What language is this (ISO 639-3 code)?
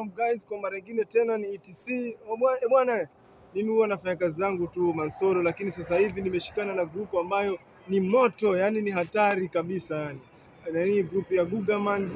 swa